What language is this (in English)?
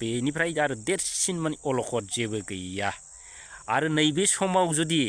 Bodo